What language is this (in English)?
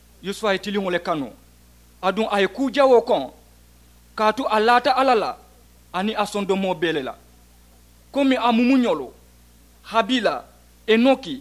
Mandingo